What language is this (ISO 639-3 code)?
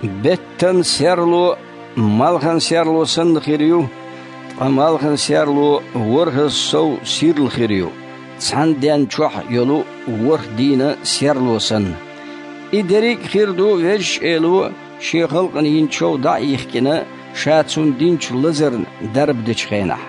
che